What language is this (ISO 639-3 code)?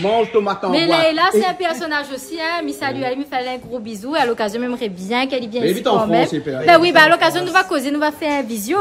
rcf